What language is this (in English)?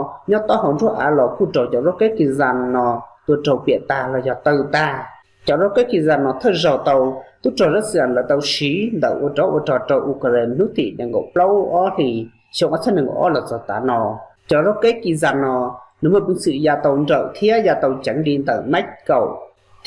Hmong